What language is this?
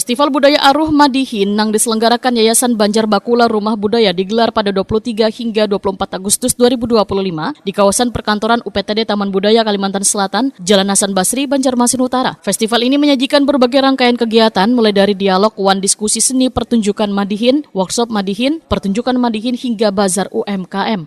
Banjar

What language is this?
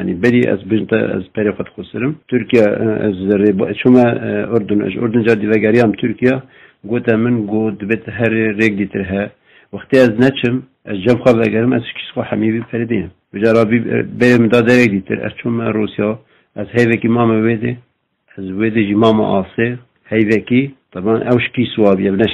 Kurdish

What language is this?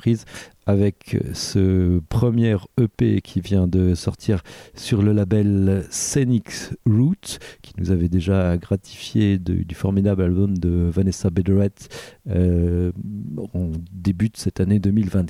French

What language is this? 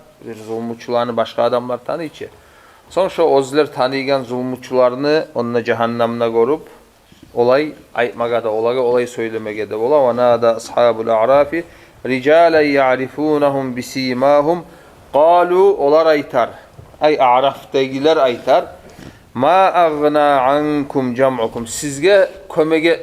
Kumyk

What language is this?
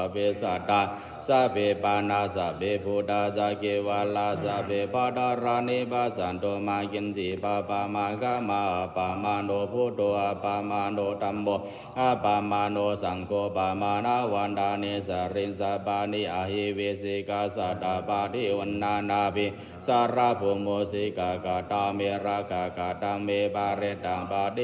Pali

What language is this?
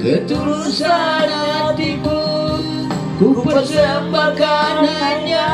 Tetum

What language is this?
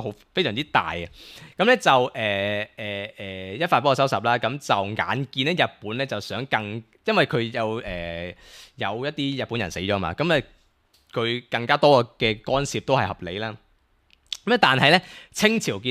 Cantonese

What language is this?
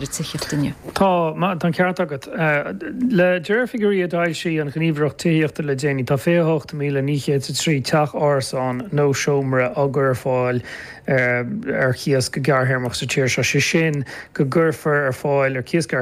Irish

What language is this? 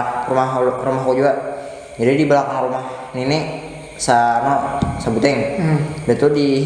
Banjar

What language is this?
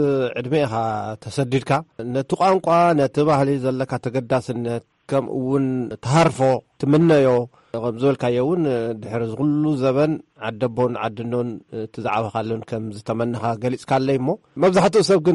Tigrinya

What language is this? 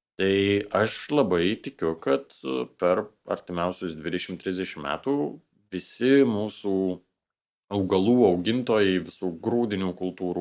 Lithuanian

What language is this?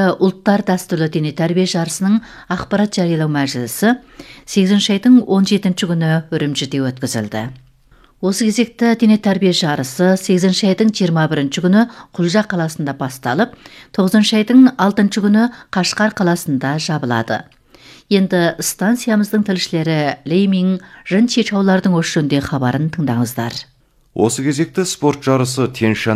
Kazakh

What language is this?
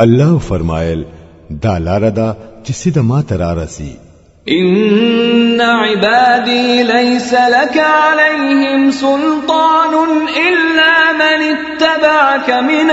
Pashto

